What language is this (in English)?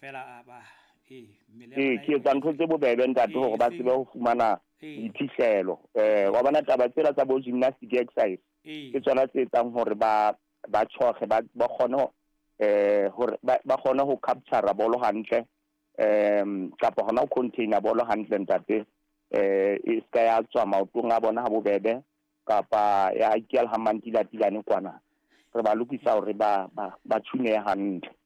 Southern Sotho